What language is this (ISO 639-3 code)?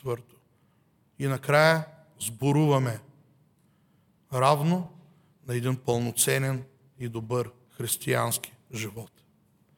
bul